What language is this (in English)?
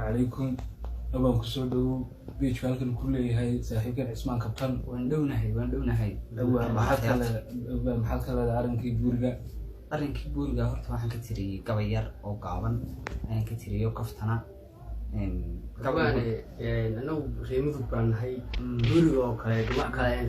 Somali